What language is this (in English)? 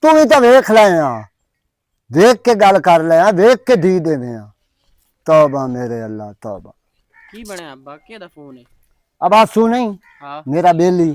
Western Panjabi